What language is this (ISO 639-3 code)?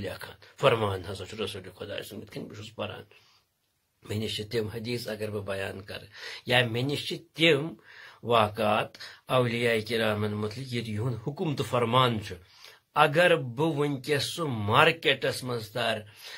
kas